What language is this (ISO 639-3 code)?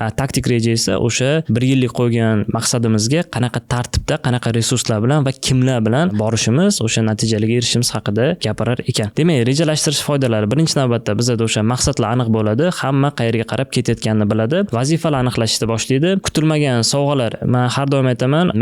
uzb